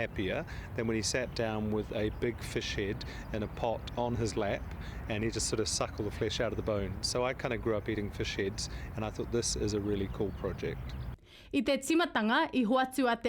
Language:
Māori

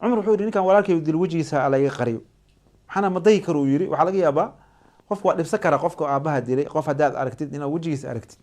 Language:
Somali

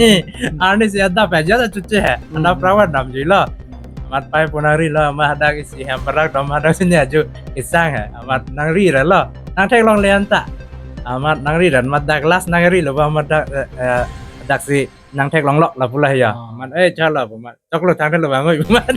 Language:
Karbi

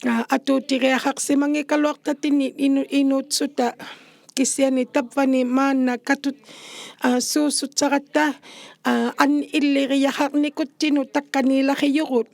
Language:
Inuktitut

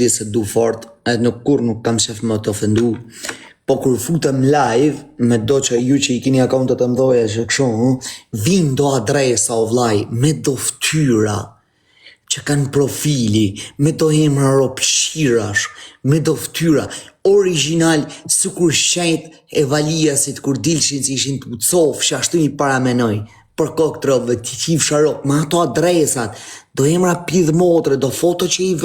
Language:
Albanian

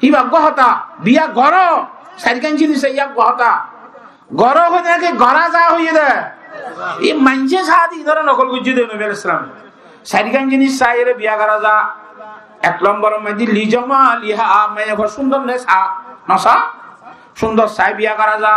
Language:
Rohingya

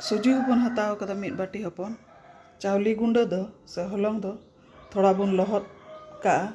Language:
Santali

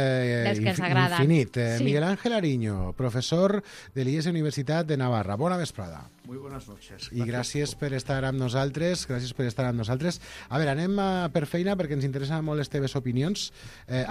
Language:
Catalan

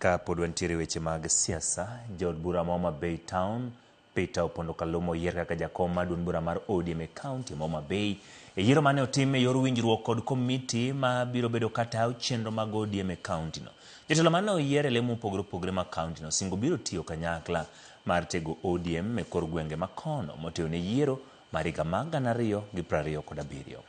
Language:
Luo (Kenya and Tanzania)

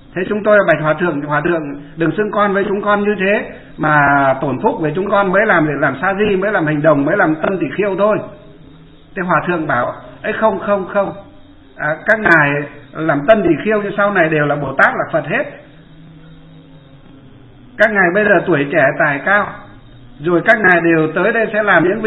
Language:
Vietnamese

